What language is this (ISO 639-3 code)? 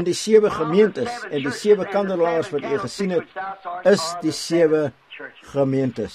afr